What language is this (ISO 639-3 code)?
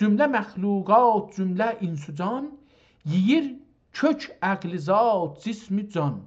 azb